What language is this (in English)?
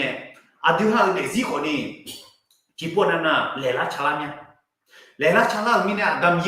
Akha